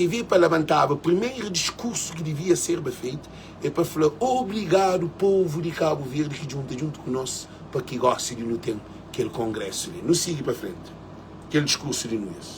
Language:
Kabuverdianu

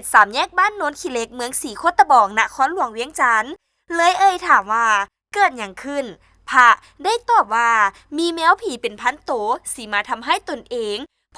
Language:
Lao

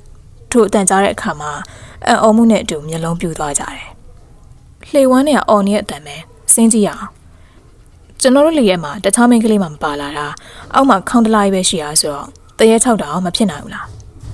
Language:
Burmese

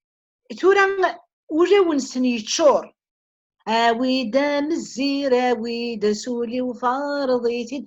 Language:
Kabyle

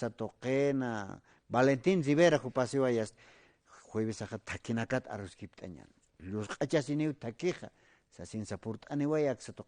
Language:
Aymara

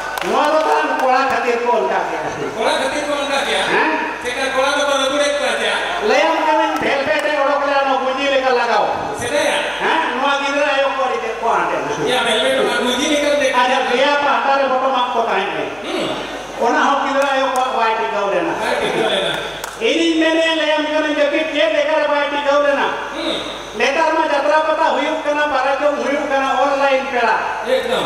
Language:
Santali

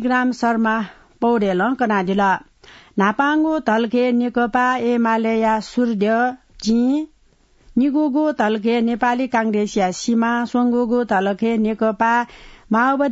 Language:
Newari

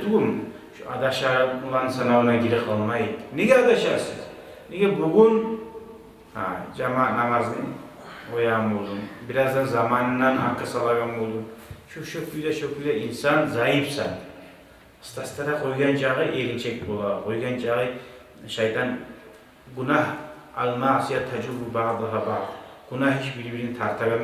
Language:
Kumyk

